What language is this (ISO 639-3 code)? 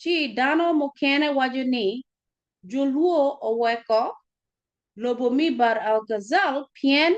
ach